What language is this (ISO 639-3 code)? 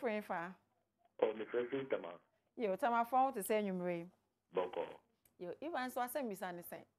aka